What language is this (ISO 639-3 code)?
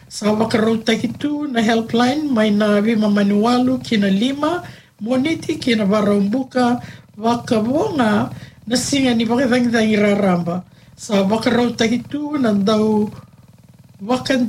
fij